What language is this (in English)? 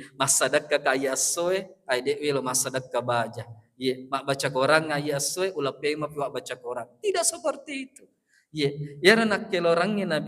Buginese